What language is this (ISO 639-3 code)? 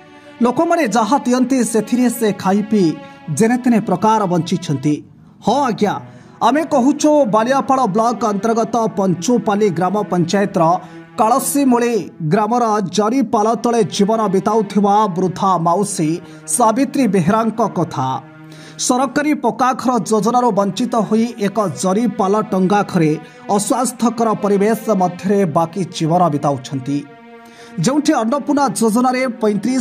ori